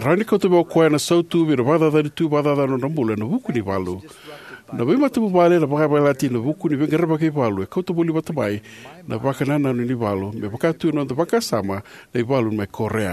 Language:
Fijian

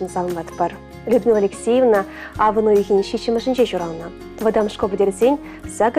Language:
Chuvash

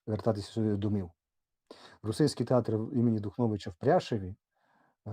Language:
Rusyn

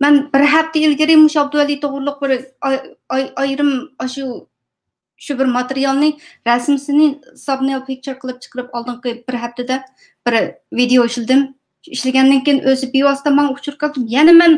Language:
Uyghur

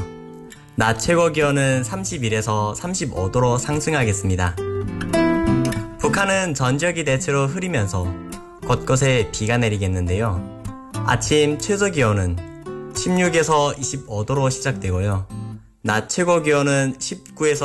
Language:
Korean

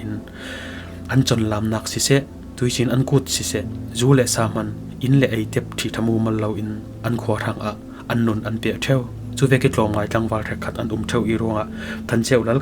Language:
Falam Chin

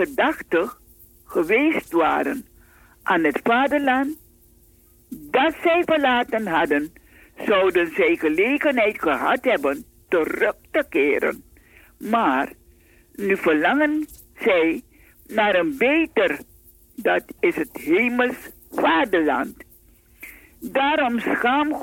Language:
Dutch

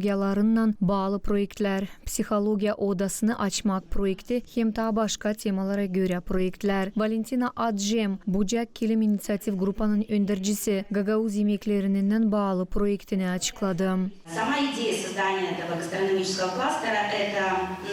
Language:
Gagauz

